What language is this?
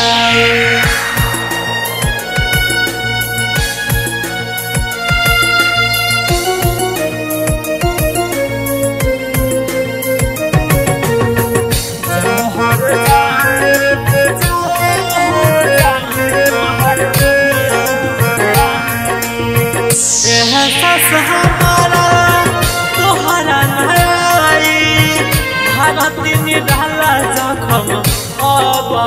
Bhojpuri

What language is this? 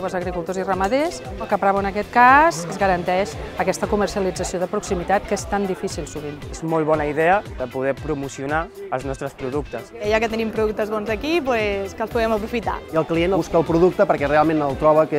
Catalan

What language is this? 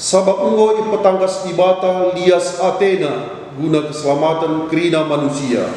Batak Karo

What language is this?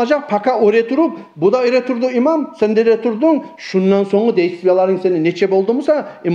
Kumyk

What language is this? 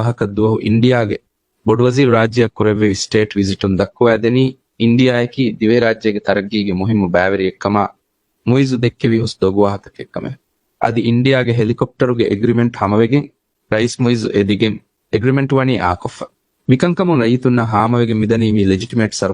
Divehi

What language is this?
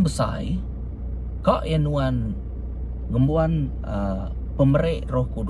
Iban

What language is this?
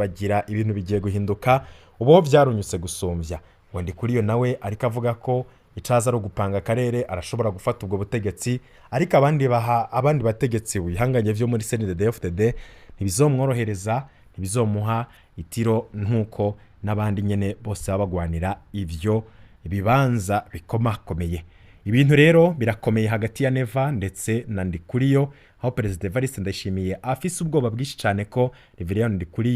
Rundi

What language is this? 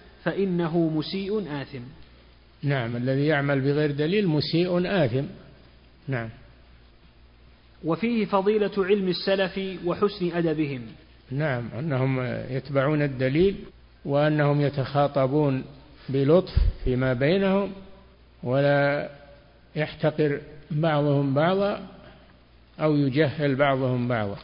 Arabic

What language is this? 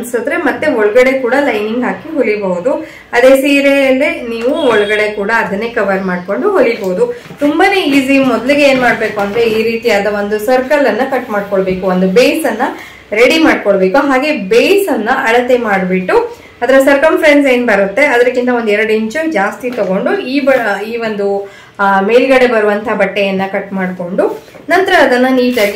Kannada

